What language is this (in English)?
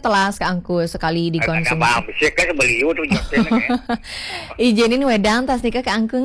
Balinese